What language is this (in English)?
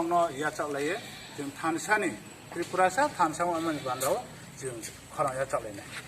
Kok Borok